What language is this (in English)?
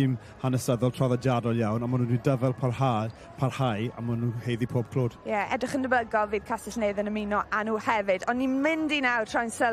Welsh